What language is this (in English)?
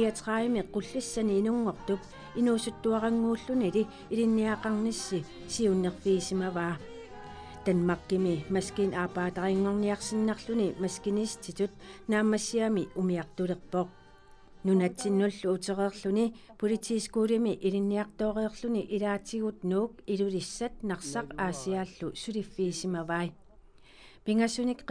Kalaallisut